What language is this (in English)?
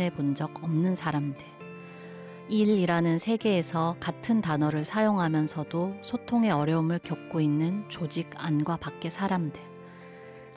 Korean